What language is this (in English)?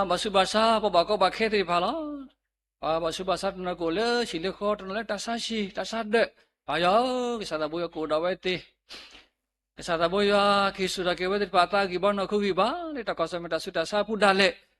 S'gaw Karen